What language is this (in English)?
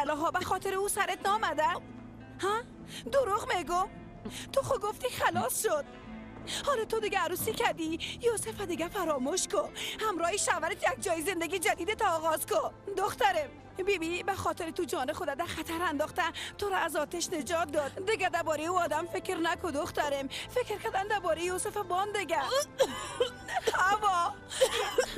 Persian